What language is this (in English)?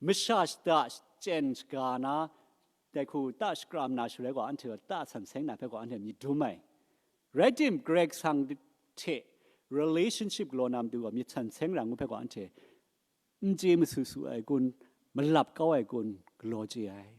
Kachin